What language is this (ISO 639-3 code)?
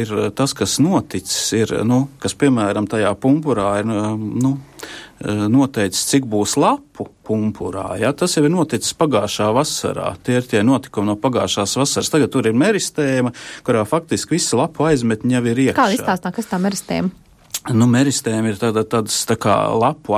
lav